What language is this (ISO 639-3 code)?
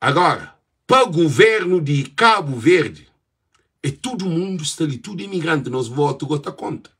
kea